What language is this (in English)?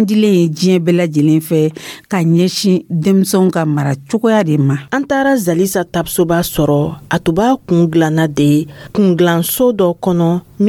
Dyula